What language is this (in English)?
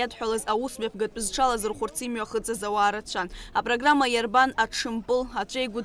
Abkhazian